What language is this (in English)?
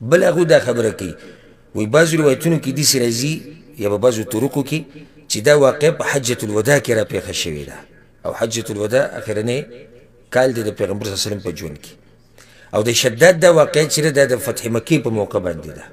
Pashto